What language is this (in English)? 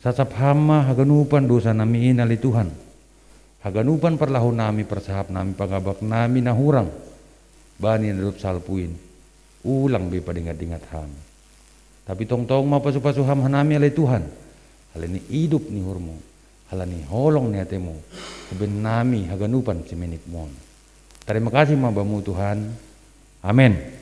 Batak Simalungun